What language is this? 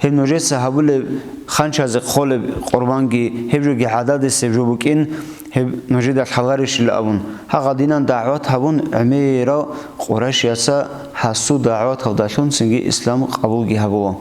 Avaric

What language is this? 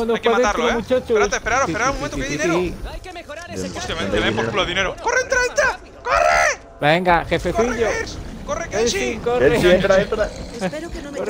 Spanish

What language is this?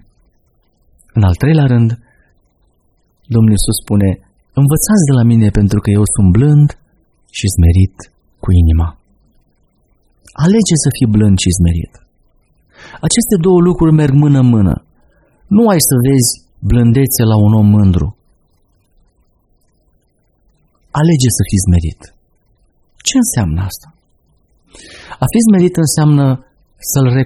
Romanian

